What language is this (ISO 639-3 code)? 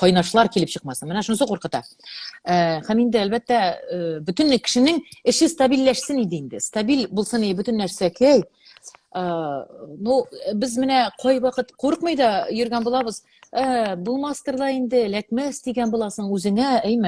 tat